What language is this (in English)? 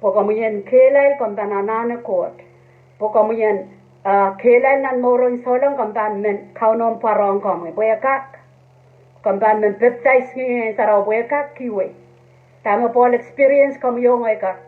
Pohnpeian